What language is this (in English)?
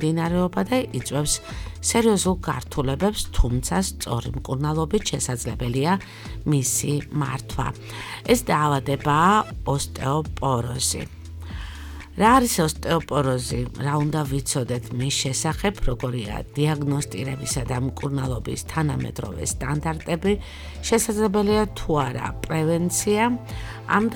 Georgian